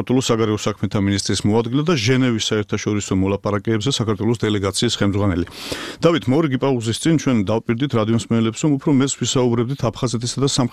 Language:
Georgian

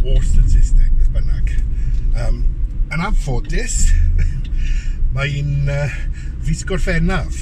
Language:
Welsh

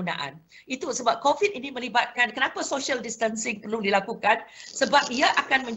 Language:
Malay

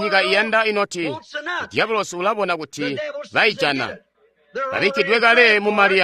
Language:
Tonga (Zambia)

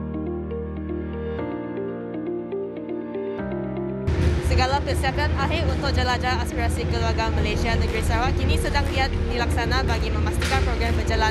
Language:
Malay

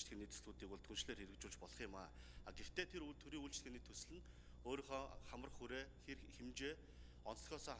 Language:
Mongolian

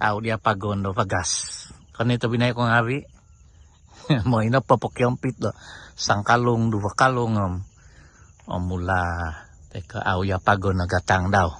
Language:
Central Dusun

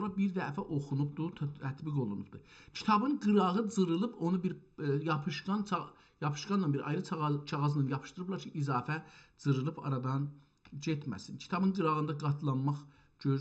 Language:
South Azerbaijani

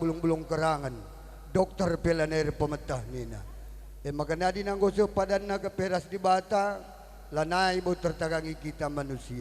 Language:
Batak Karo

